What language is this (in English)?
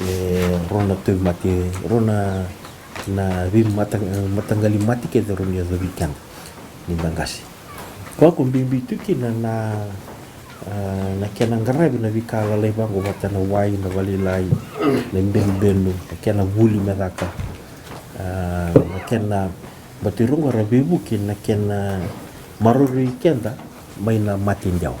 Fijian